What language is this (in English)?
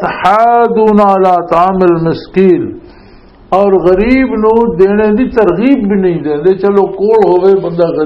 Western Panjabi